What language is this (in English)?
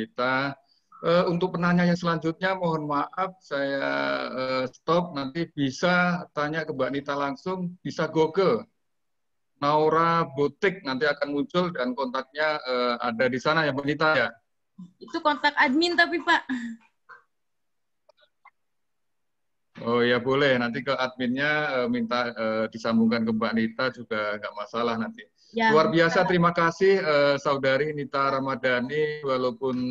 Indonesian